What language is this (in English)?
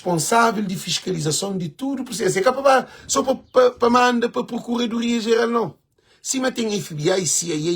Kabuverdianu